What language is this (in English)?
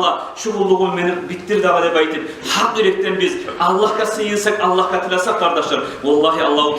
Kumyk